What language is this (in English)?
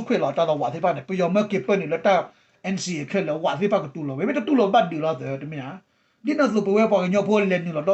S'gaw Karen